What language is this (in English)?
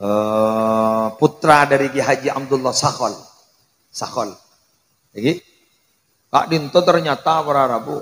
Madurese